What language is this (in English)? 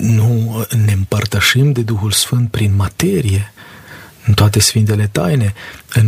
Romanian